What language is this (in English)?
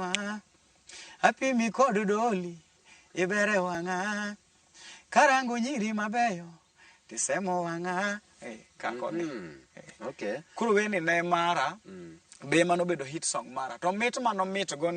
Luo (Kenya and Tanzania)